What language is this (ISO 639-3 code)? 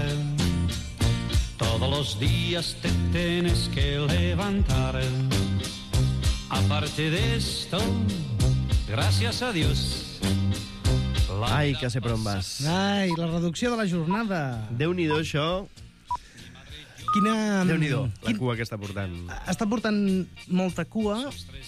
cat